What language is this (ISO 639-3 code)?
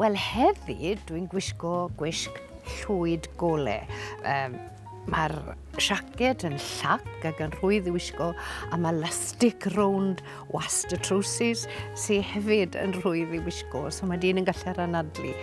cym